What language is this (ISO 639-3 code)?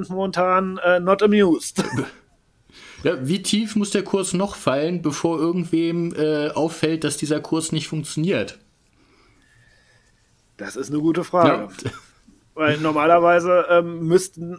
deu